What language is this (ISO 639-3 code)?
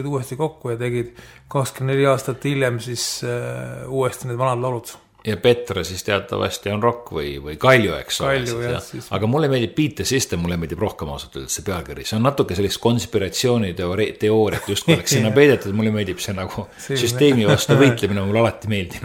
est